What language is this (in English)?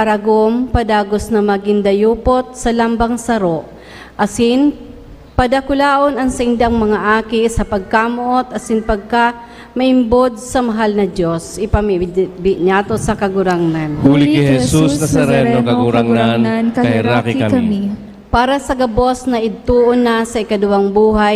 Bikol